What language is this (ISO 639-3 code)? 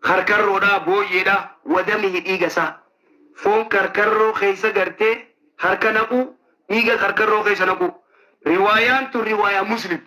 orm